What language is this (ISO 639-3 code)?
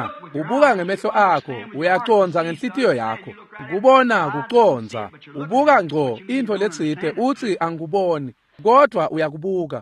ssw